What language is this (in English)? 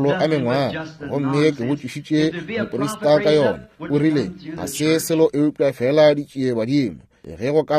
Northern Sotho